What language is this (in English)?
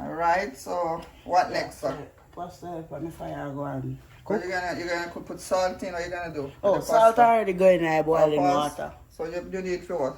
Jamaican Creole English